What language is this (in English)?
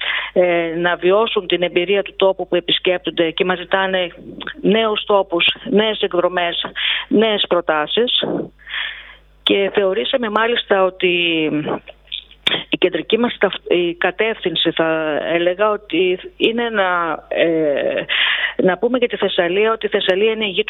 Greek